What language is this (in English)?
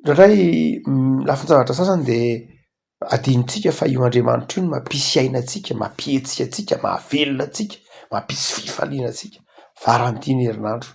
Malagasy